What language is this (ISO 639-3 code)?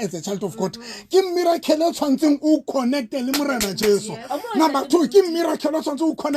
sot